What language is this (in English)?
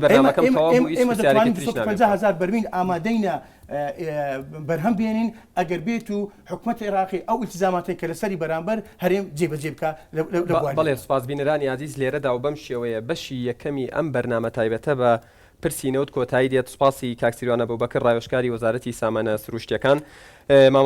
Central Kurdish